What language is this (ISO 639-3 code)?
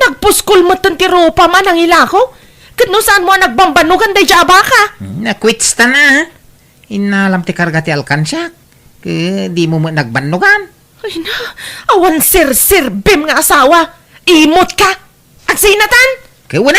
ilo